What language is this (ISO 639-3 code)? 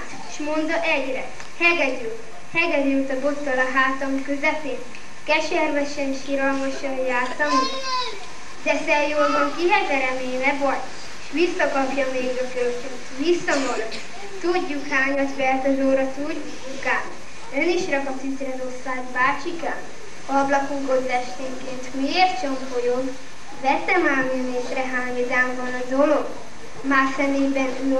hun